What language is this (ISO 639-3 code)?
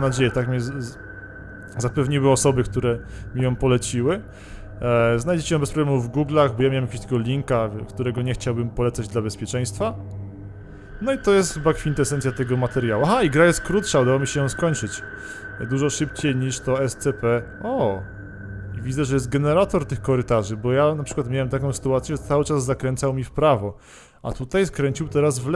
pol